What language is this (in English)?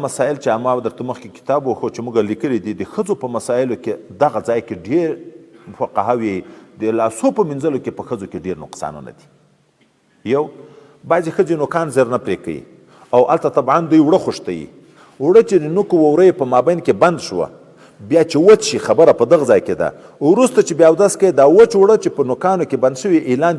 Pashto